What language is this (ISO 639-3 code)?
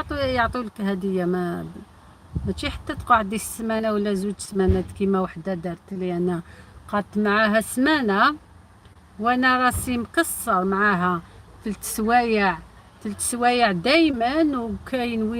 arq